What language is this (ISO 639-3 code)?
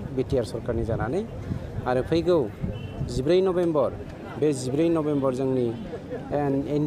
brx